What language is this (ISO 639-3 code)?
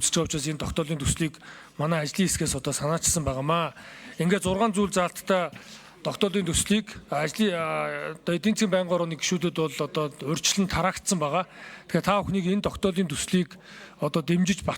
mon